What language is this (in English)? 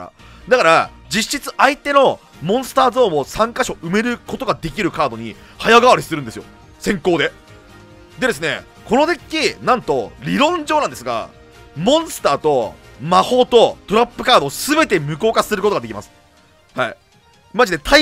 Japanese